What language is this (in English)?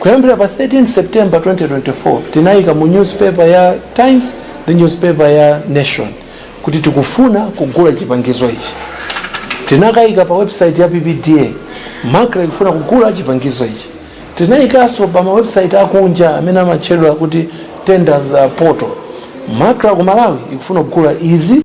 Nyanja